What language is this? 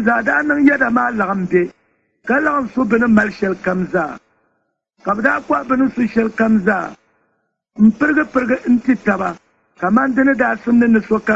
Dagbani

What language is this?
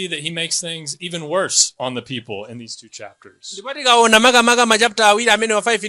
Nyanja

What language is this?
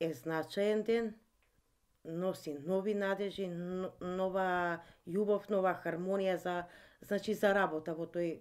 Macedonian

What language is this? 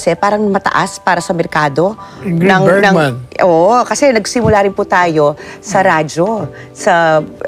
Filipino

